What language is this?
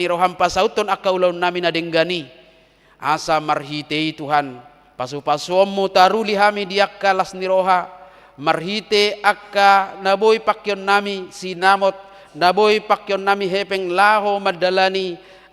Batak Toba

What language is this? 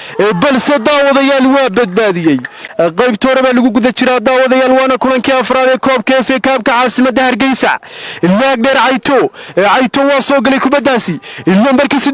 Somali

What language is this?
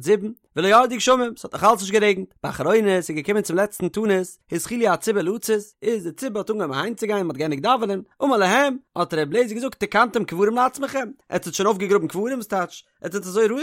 Yiddish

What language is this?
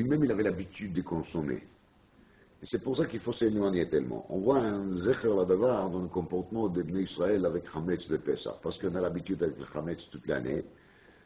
French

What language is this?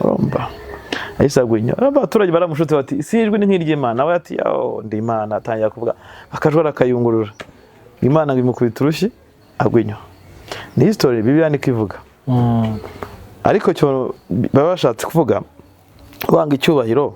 Kinyarwanda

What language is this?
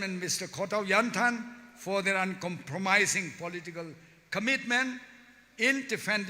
Tangkhul Naga (India)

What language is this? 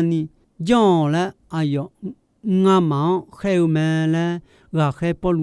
Akha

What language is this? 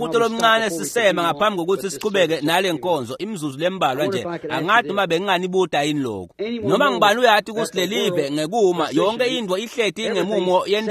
Swati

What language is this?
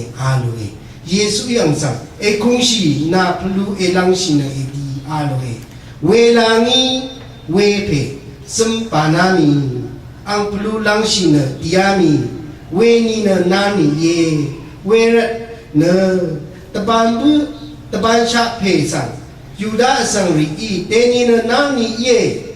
Rawang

